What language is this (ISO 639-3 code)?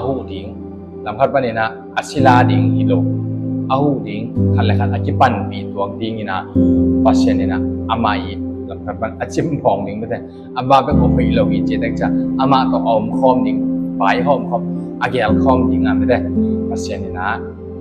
ctd